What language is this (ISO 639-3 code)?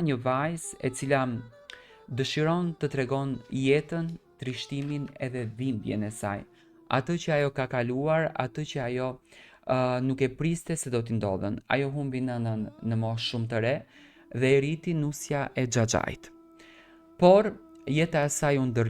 sqi